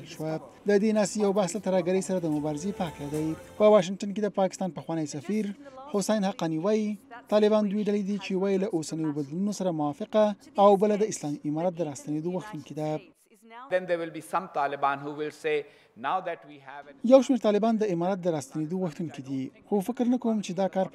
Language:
Pashto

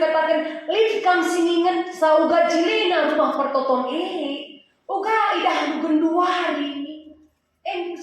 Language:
Batak Karo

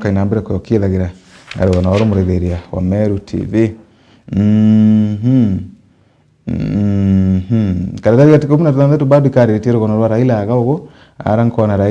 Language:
Meru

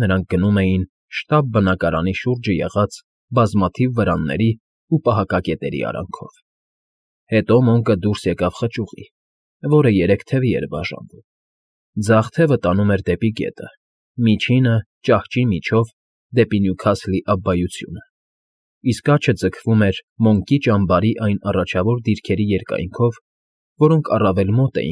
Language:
Armenian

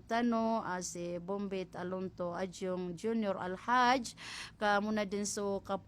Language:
Maranao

